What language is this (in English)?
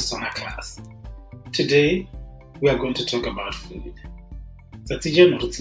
Tswana